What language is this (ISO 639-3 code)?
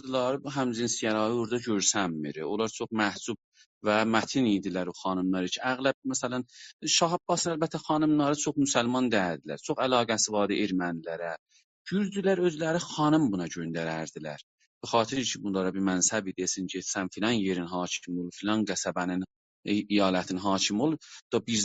azb